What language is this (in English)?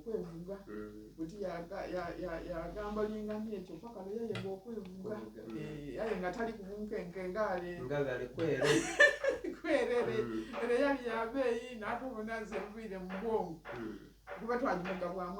Soga